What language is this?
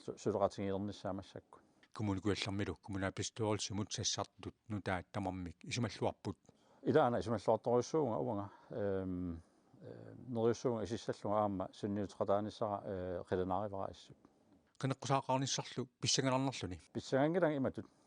Kalaallisut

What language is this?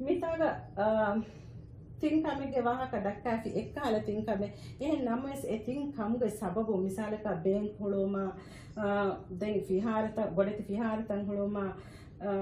Divehi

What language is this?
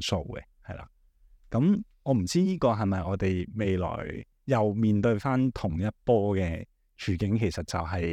Cantonese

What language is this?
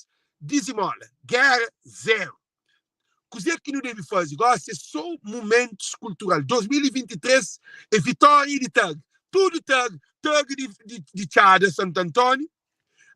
Kabuverdianu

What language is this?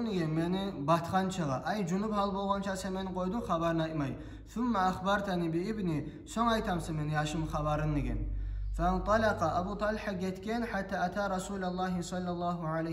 Kumyk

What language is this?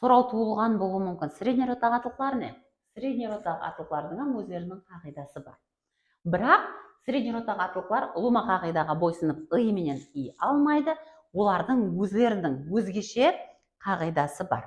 Kara-Kalpak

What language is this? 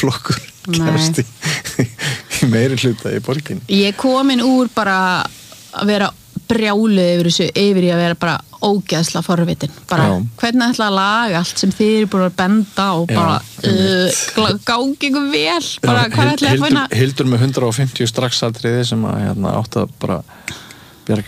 Icelandic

